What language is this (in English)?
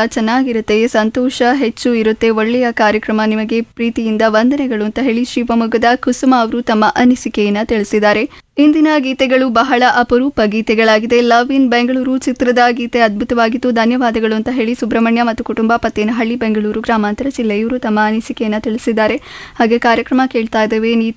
Kannada